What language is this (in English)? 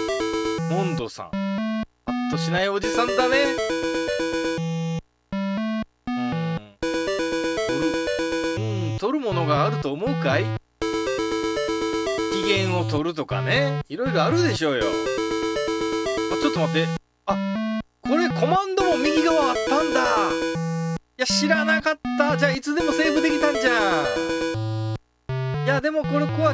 Japanese